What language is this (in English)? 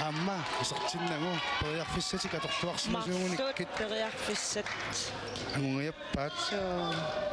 Kalaallisut